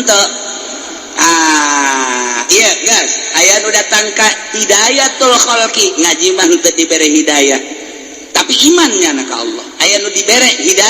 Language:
Sundanese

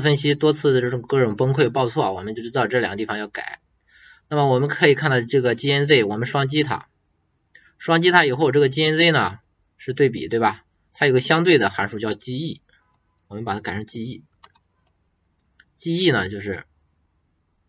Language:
Chinese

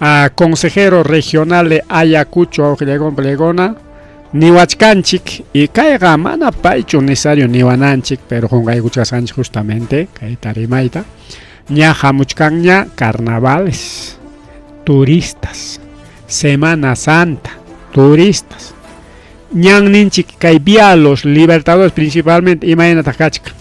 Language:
Ayacucho Quechua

